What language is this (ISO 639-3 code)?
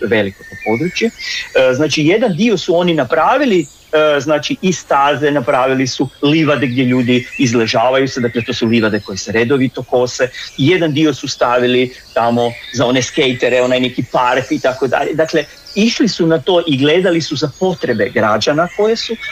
hrv